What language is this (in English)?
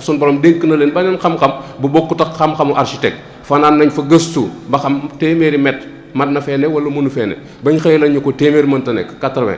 Wolof